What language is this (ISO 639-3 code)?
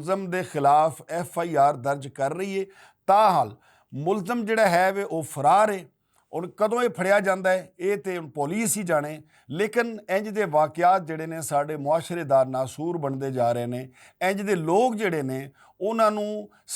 lah